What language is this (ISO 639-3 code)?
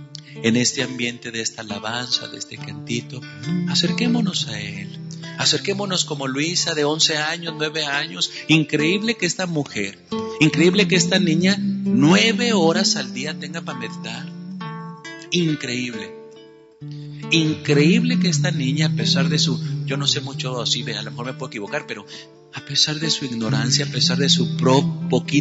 spa